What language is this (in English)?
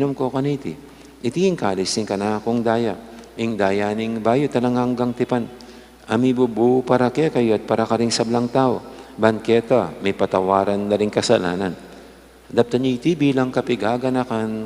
Pampanga